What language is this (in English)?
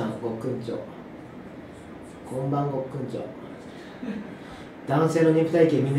Japanese